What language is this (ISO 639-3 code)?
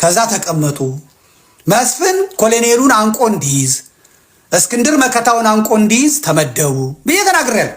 amh